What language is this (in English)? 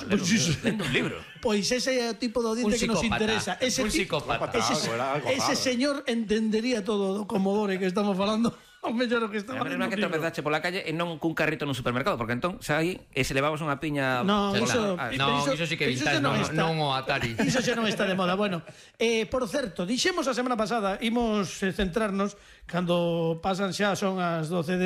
Galician